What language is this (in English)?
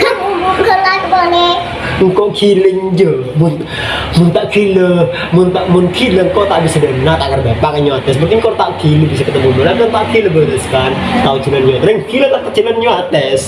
Madurese